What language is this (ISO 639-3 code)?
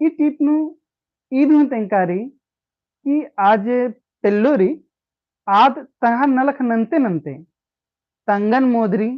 kru